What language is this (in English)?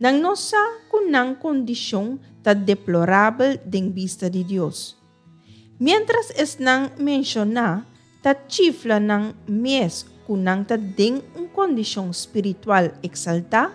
Papiamento